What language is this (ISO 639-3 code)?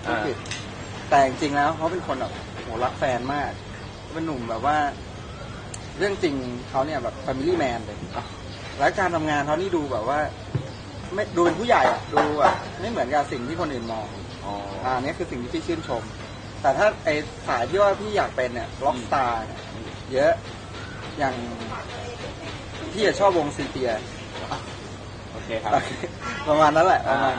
tha